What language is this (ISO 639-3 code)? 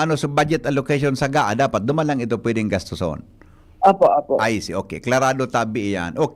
bik